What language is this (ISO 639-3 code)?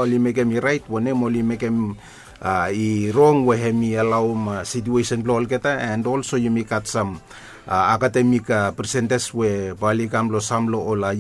bis